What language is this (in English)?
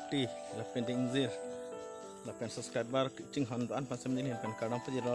Karbi